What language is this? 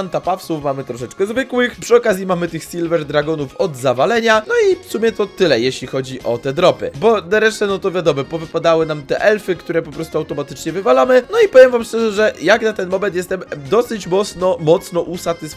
Polish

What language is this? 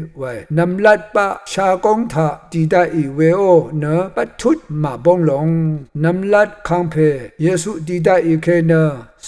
Rawang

